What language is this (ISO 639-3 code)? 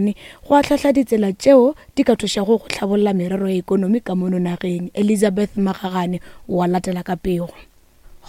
nso